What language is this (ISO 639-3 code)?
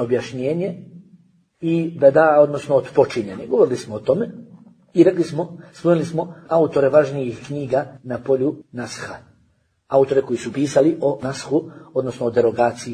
bos